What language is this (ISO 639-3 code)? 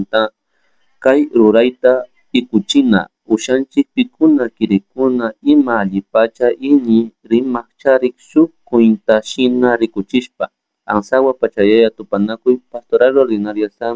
qug